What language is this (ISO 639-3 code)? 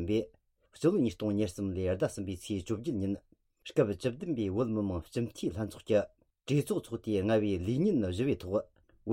bod